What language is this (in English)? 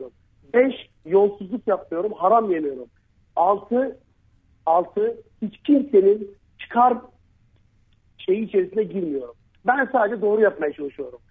Turkish